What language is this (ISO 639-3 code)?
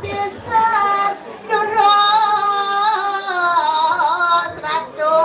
ban